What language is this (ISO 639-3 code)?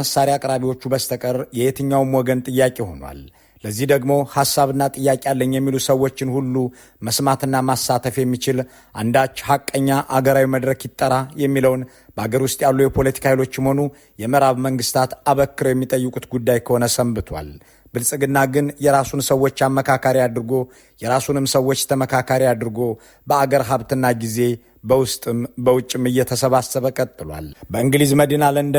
amh